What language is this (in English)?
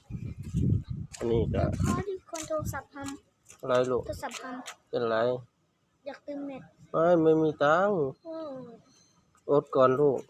Lao